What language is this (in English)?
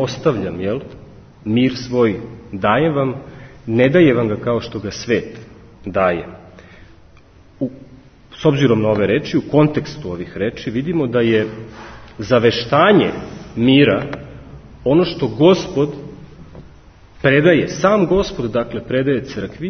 Serbian